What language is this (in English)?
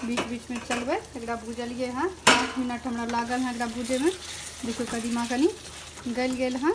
Maithili